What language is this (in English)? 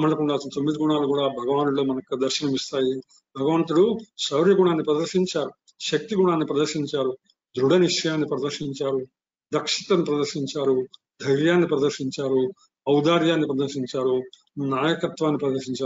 Telugu